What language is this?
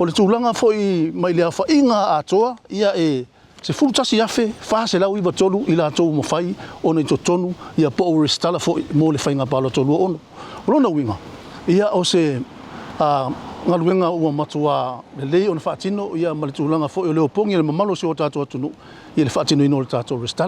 Samoan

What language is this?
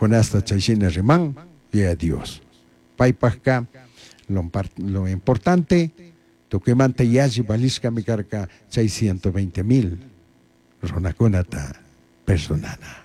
Chimborazo Highland Quichua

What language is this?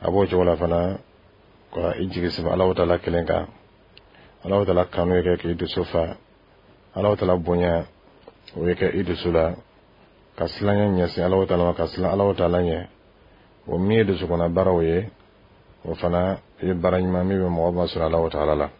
Dyula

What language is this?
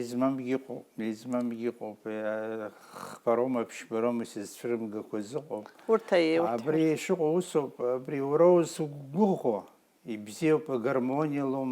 Abkhazian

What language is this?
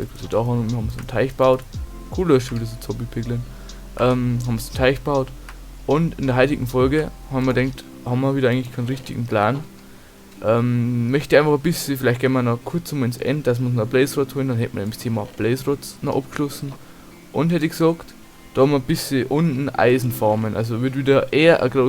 Bavarian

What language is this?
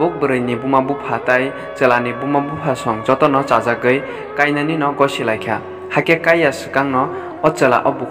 Kok Borok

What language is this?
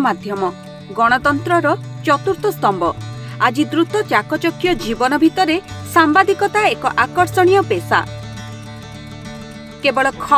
Odia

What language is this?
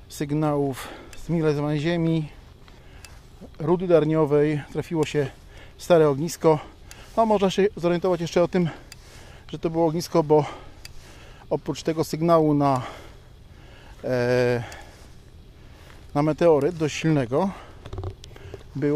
Polish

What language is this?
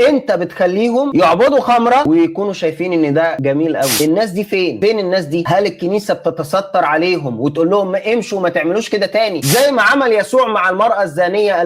Egyptian Arabic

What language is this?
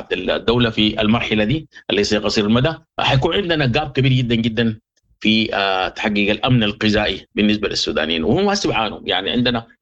Sudanese Arabic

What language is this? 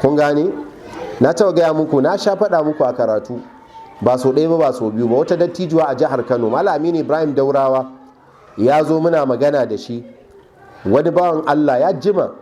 Hausa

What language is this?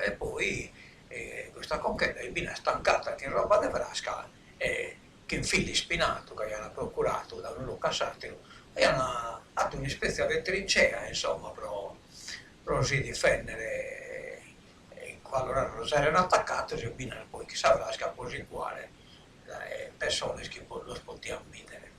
Sardinian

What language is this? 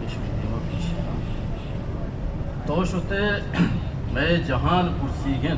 Eastern Balochi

